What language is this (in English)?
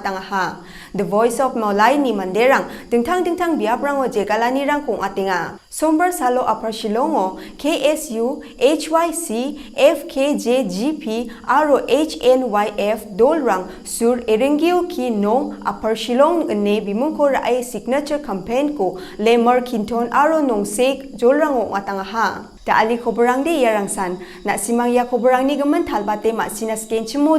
Garo